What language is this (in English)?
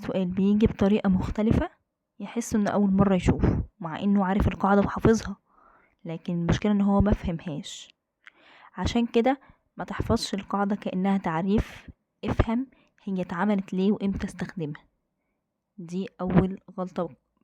Egyptian Arabic